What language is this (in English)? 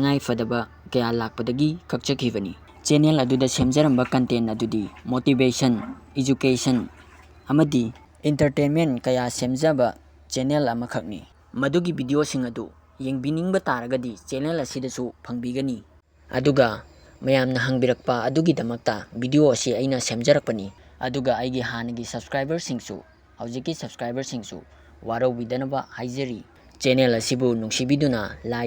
Manipuri